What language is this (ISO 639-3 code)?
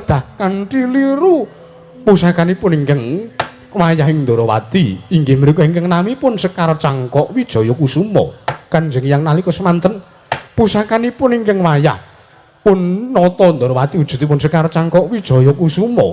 jav